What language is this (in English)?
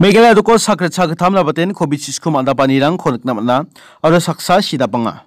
Garo